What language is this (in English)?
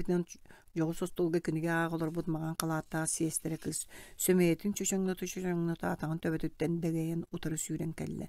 Yakut